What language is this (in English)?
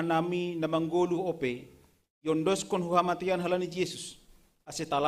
Batak Simalungun